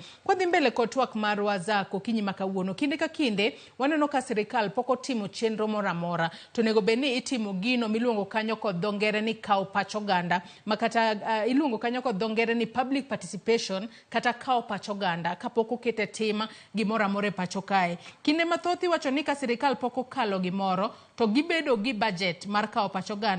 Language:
Luo (Kenya and Tanzania)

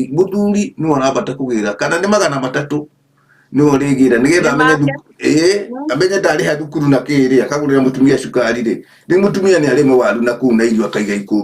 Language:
Kikuyu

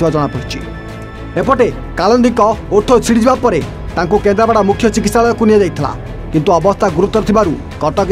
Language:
Odia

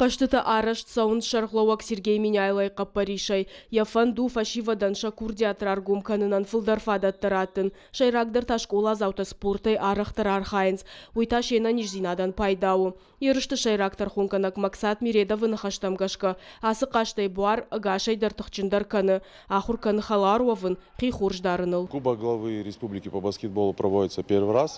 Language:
Ossetic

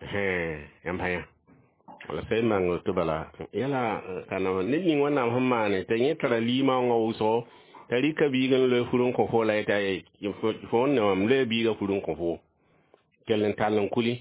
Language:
Mossi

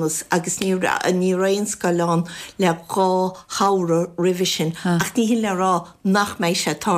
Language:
Irish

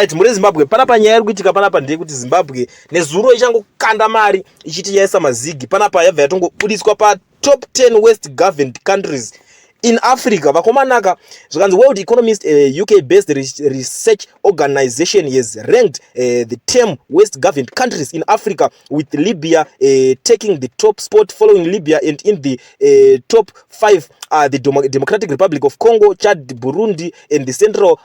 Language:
Shona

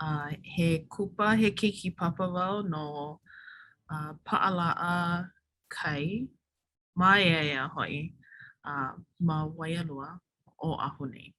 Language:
Hawaiian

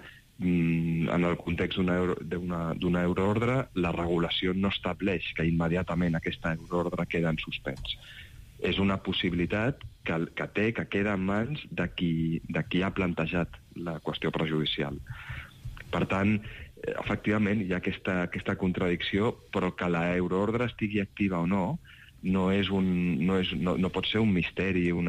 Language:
Catalan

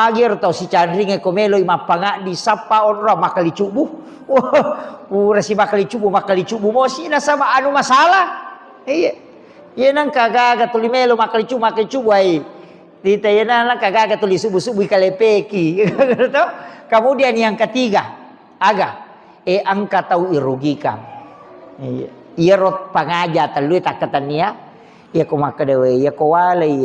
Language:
Buginese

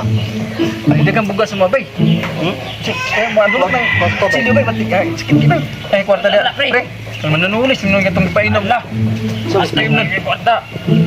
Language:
Cebuano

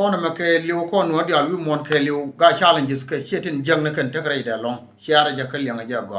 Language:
Nuer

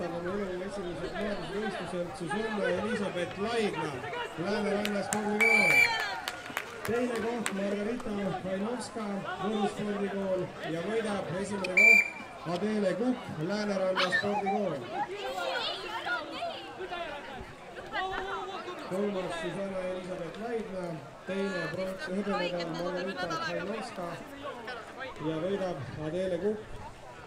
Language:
Estonian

